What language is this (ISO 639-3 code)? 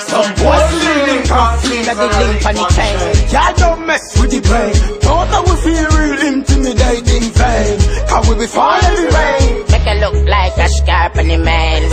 jam